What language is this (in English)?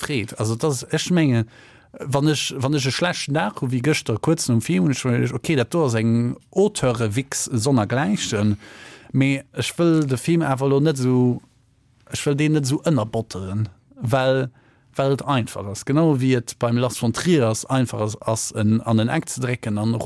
Luxembourgish